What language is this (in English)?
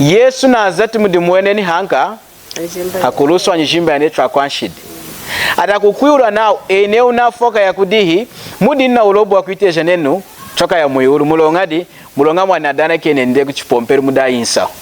Lunda